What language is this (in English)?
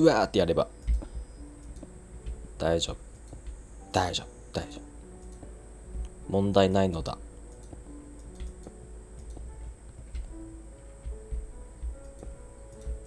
Japanese